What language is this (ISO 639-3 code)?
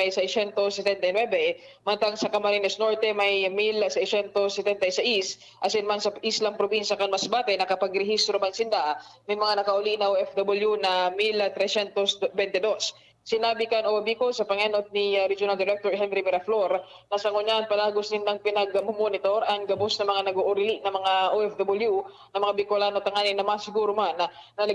bik